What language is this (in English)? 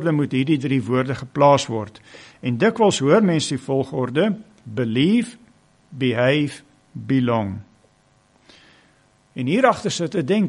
Afrikaans